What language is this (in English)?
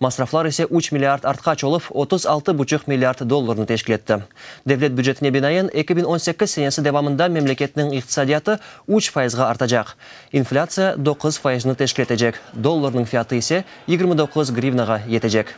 Crimean Tatar